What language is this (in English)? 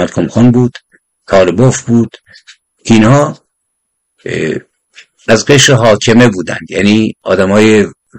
Persian